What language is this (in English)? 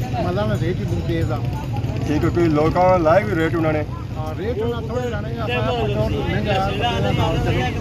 Pahari-Potwari